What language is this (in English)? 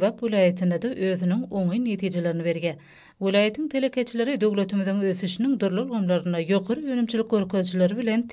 Turkmen